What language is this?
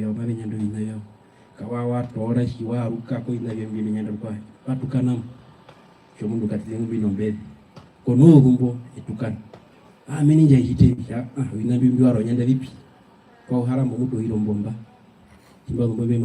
Herero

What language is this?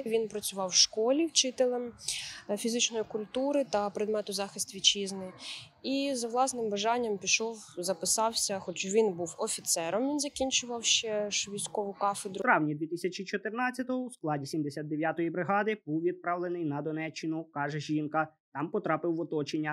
Ukrainian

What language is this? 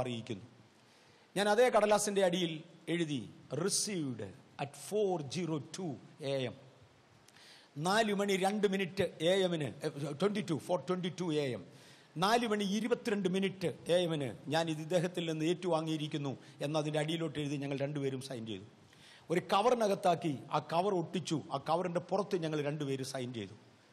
Malayalam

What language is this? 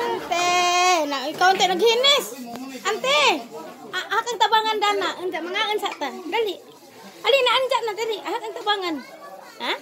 Cebuano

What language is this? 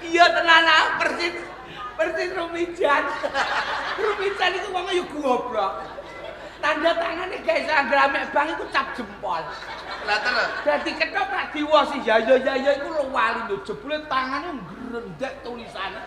Javanese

